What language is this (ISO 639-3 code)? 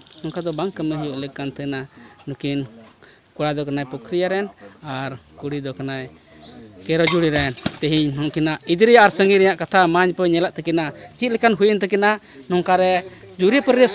sat